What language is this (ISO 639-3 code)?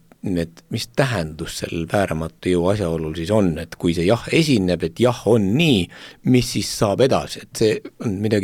est